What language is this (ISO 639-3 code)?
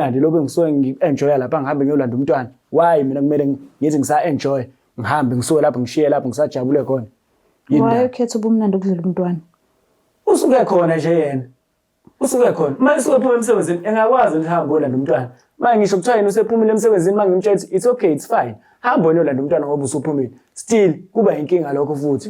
zul